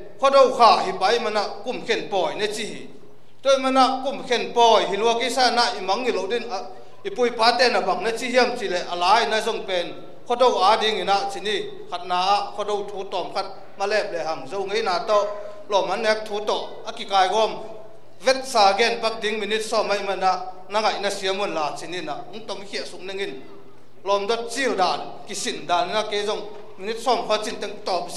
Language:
Tedim Chin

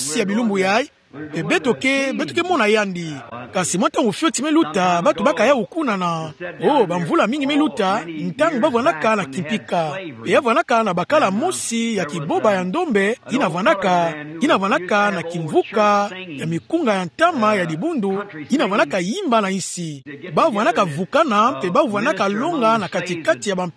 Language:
Kituba (Democratic Republic of Congo)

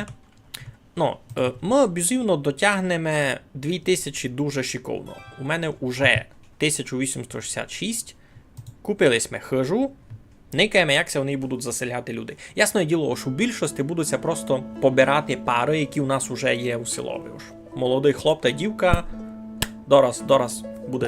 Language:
Rusyn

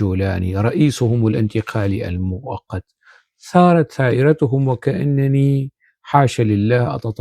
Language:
North Levantine Arabic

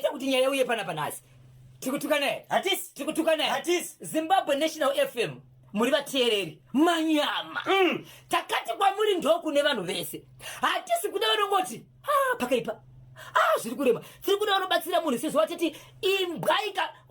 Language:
Shona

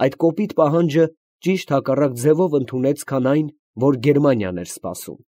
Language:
Armenian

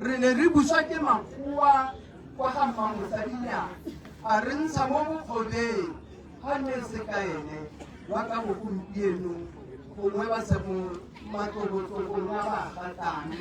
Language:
Tswana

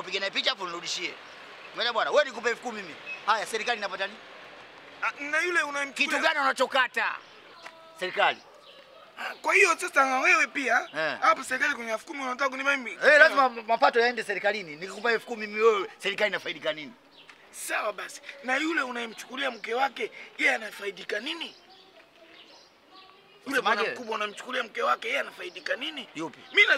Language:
Swahili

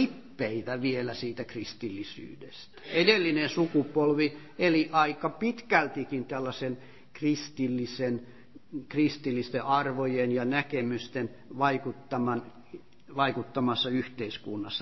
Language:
Finnish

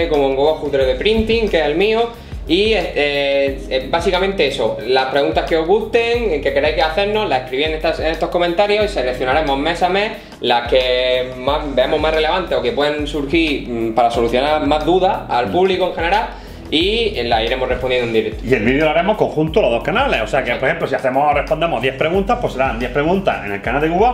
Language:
Spanish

